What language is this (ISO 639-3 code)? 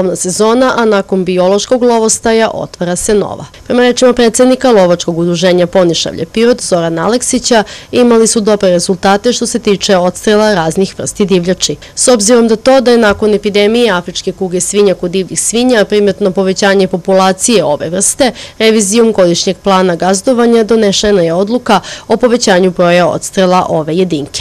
srp